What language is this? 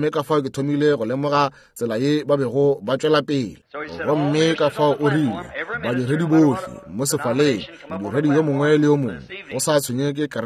Northern Sotho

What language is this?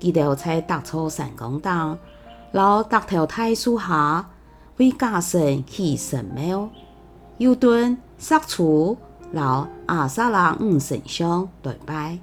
Hakka Chinese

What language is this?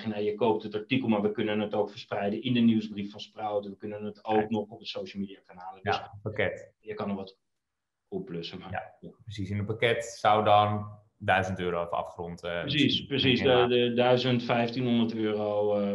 Dutch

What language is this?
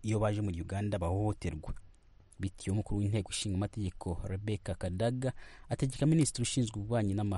Kinyarwanda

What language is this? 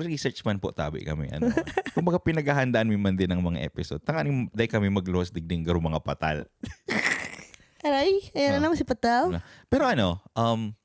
Bikol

